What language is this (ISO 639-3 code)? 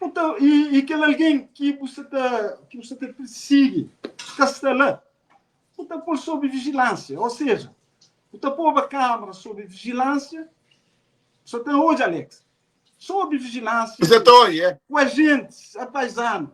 kea